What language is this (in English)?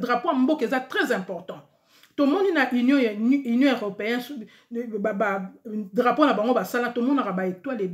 Lingala